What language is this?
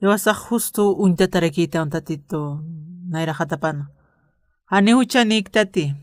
Aymara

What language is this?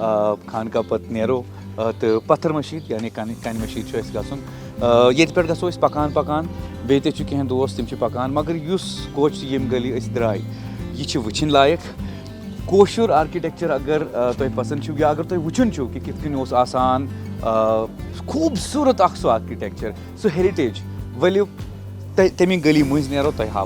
Kashmiri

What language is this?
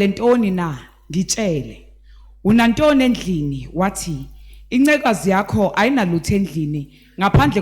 Zulu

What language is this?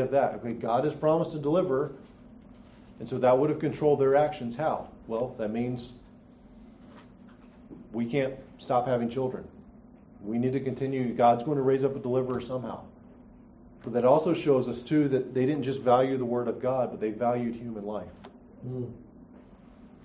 English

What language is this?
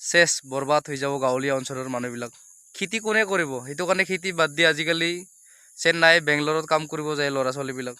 Assamese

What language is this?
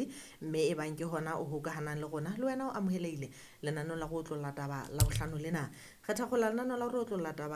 Southern Sotho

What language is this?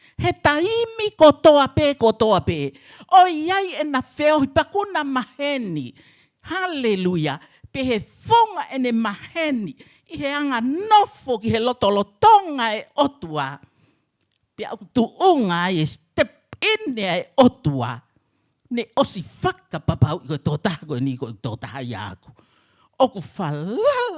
Tongan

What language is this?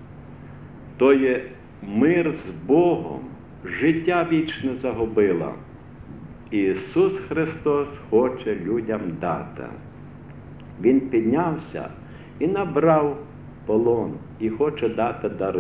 Ukrainian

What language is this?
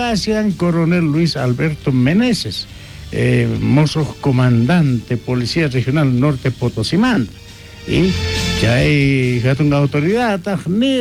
South Bolivian Quechua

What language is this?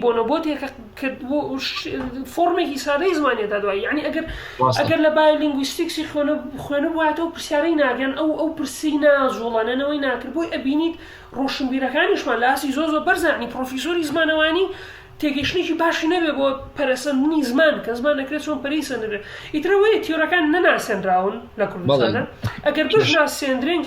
Central Kurdish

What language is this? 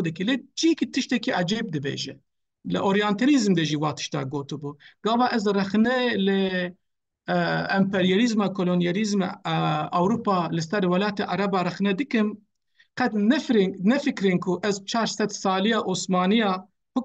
Kurdish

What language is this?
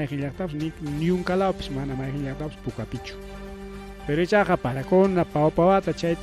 Ayacucho Quechua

